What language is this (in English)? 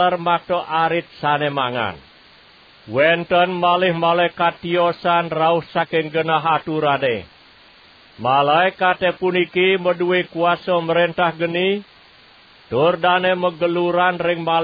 Balinese